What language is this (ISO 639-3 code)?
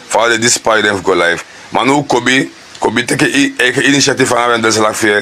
srn